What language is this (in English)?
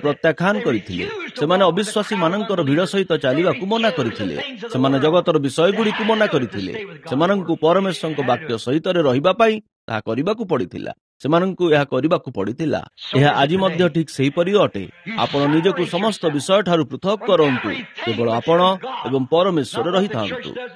Odia